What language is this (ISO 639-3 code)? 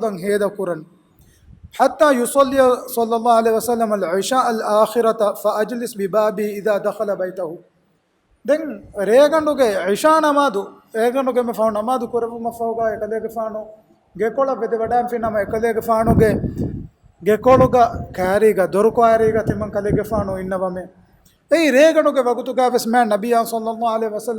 div